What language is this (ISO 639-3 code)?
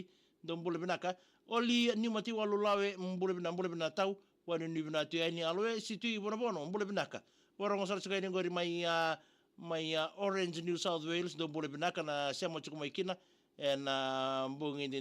fij